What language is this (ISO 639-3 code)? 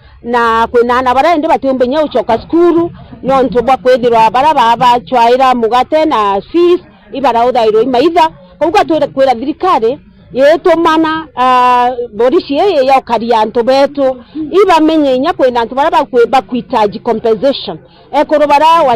mer